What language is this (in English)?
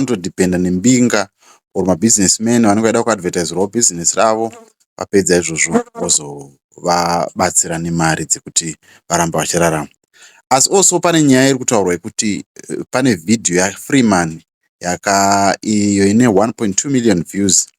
Shona